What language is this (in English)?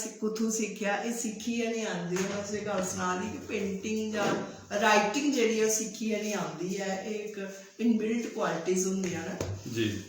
Dogri